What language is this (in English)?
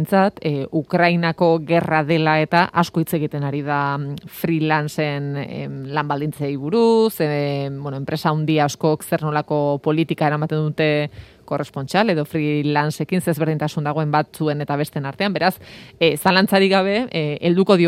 Basque